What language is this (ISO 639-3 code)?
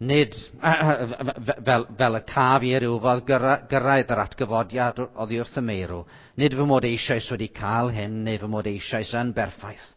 cym